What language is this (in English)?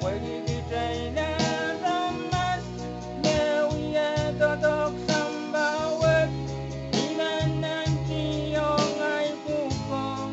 Pohnpeian